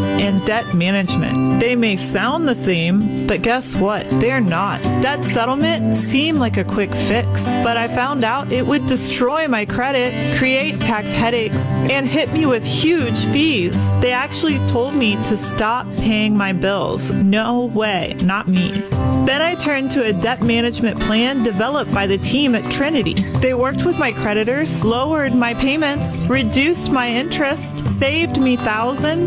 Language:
English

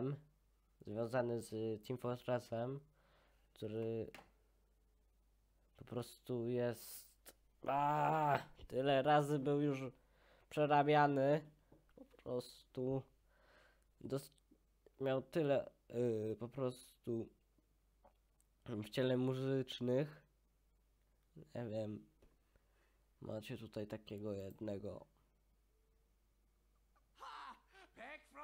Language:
Polish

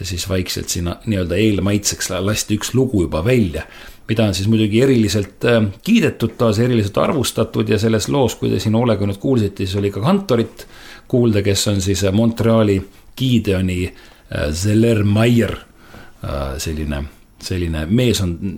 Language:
Estonian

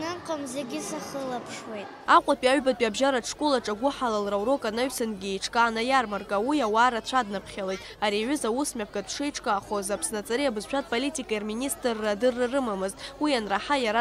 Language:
Abkhazian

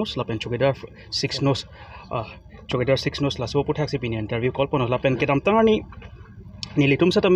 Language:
Karbi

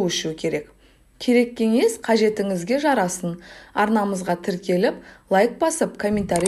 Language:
Kazakh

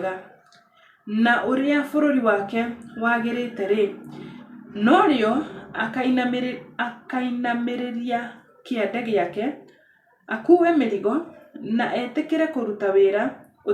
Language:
Kikuyu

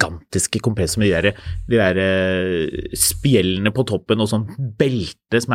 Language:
Norwegian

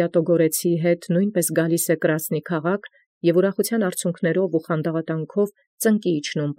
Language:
Armenian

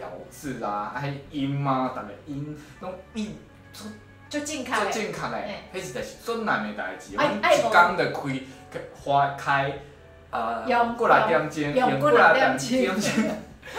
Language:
Min Nan Chinese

